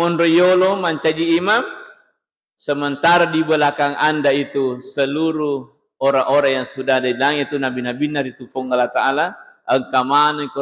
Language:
Buginese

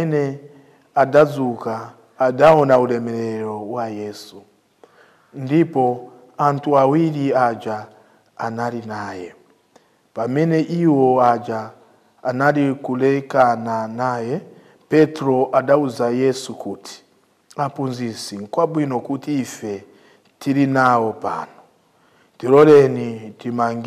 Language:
Nyanja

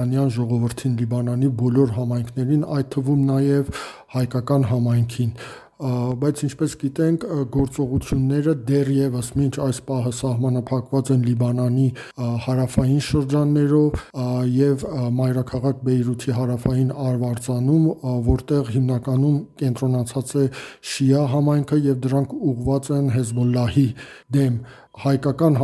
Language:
Armenian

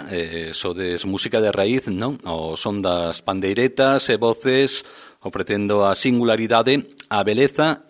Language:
Galician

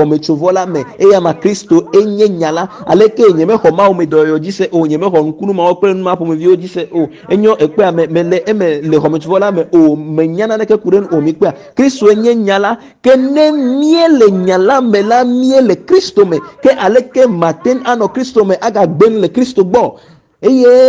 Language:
Ewe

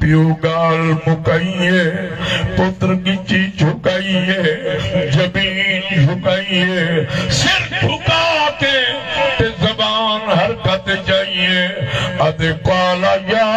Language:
Saraiki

